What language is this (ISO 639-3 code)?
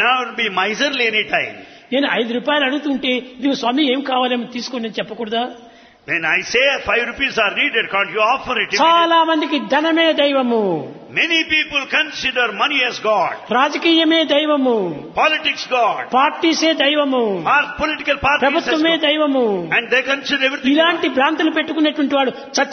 tel